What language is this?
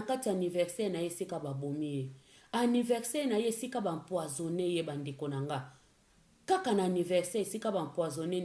Lingala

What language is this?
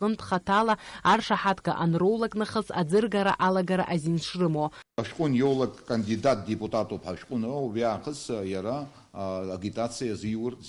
Abkhazian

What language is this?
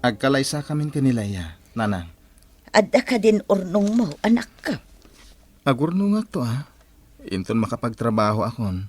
Iloko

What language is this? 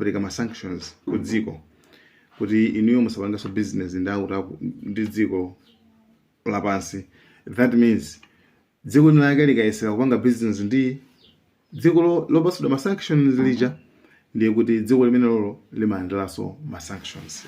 Nyanja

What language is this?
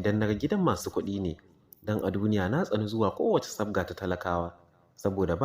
Hausa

